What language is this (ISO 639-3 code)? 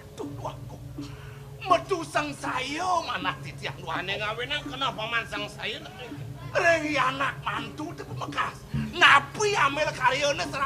ban